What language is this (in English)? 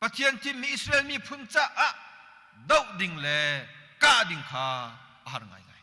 Hakha Chin